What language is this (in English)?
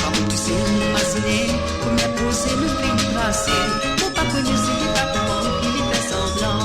Morisyen